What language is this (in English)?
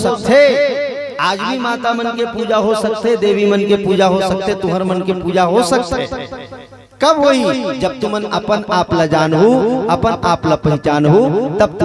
Chhattisgarhi